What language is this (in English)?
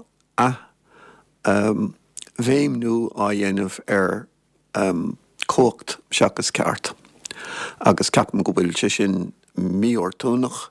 Irish